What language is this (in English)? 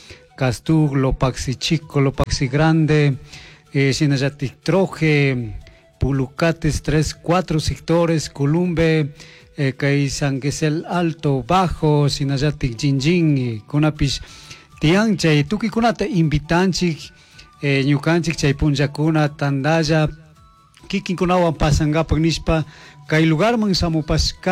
Chimborazo Highland Quichua